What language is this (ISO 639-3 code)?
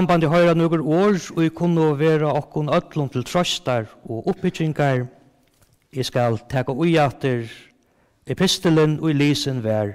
fao